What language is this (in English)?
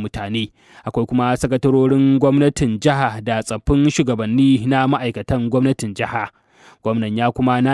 Hausa